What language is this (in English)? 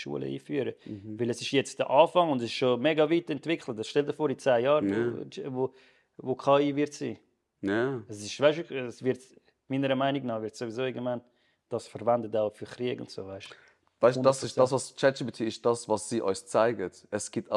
Swiss German